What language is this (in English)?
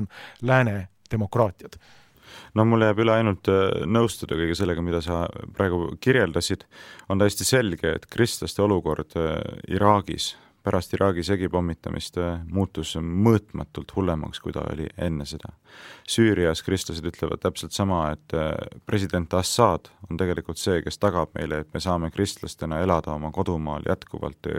Estonian